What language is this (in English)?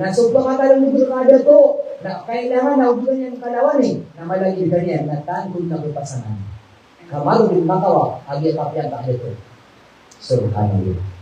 Maranao